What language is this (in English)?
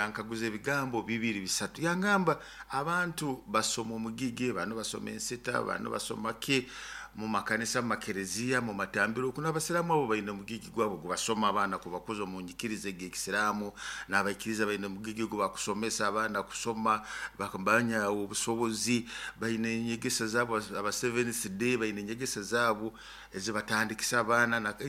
Nyoro